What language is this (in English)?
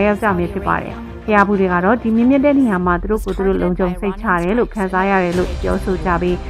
Burmese